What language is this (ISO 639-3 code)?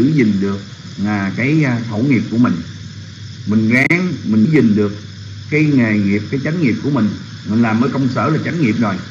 vie